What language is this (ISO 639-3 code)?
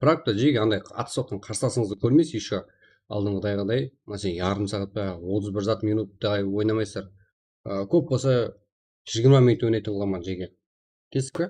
kaa